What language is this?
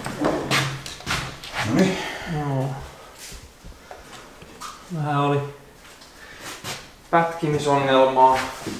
Finnish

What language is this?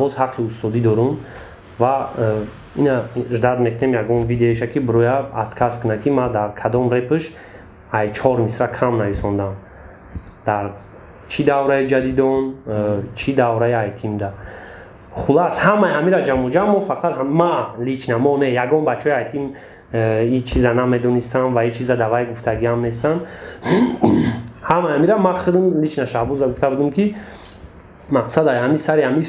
Tajik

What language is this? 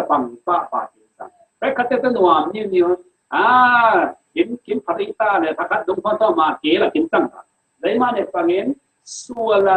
Falam Chin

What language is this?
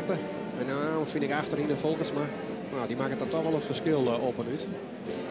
Western Frisian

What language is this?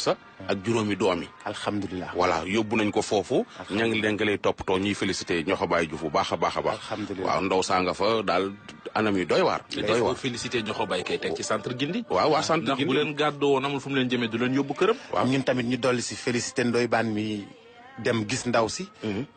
Wolof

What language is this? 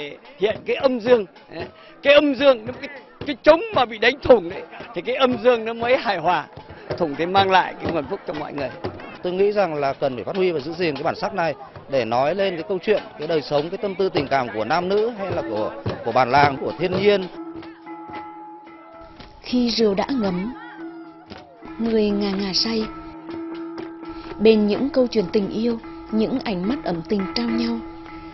Vietnamese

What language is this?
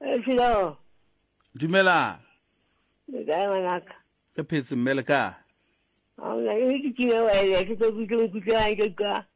Southern Sotho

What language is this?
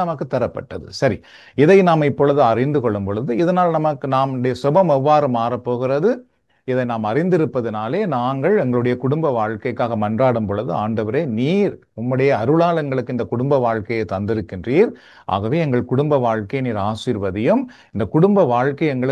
Tamil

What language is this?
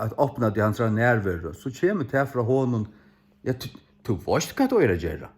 Faroese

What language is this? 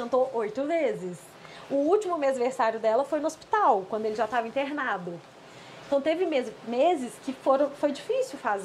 Portuguese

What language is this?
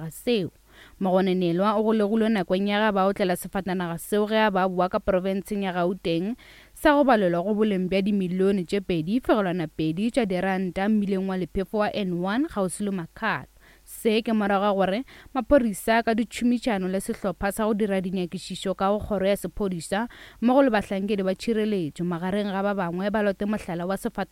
Northern Sotho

